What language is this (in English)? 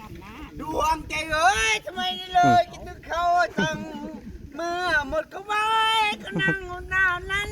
Northeastern Thai